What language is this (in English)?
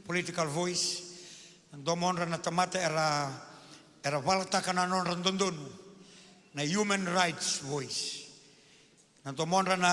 Fijian